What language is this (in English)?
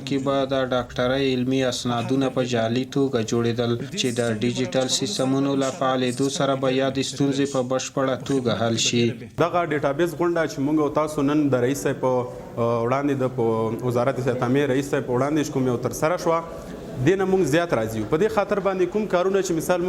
Pashto